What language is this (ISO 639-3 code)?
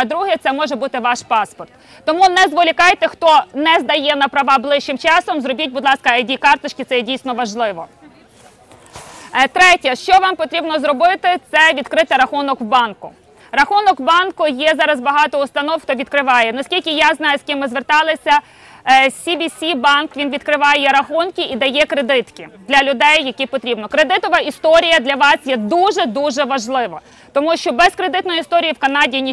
ukr